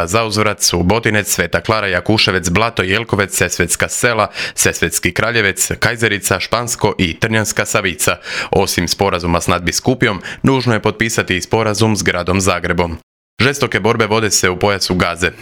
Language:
Croatian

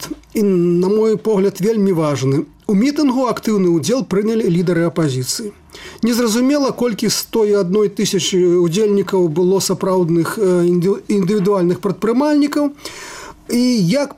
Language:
Belarusian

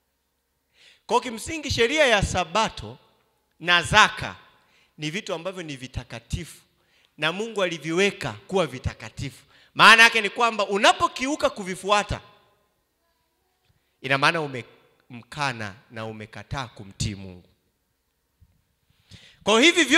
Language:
Swahili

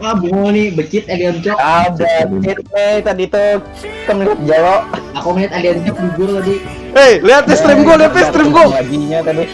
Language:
Banjar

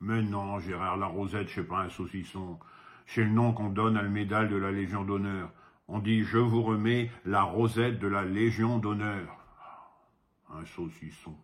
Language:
Picard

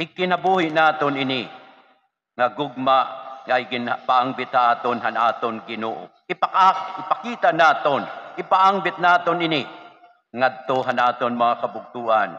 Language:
Waray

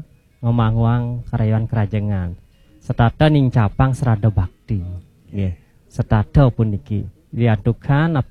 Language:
Balinese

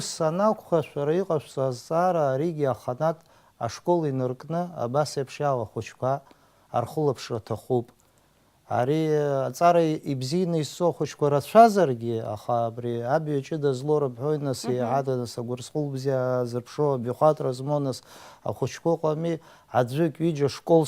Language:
Abkhazian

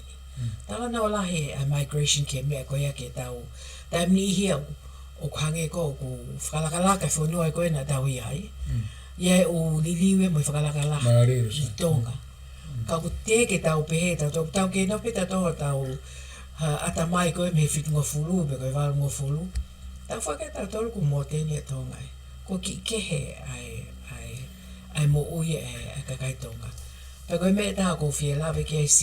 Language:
Tongan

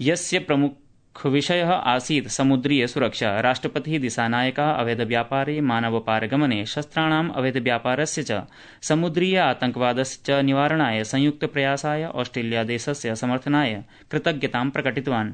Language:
Sanskrit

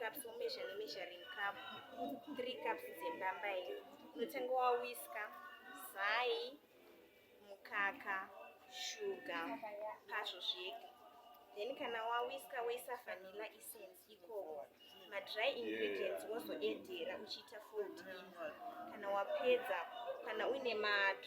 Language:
Shona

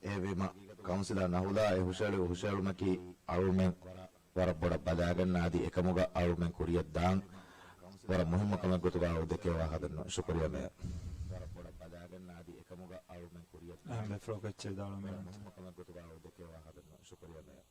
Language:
Divehi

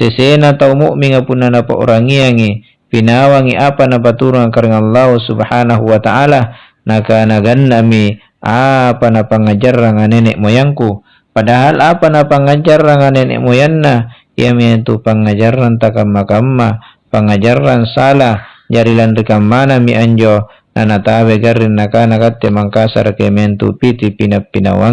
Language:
Makasar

